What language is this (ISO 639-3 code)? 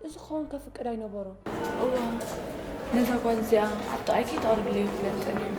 tir